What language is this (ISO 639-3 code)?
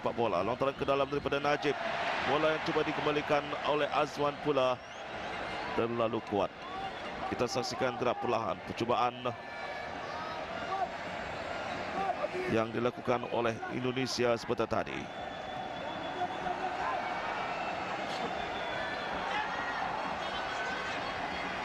msa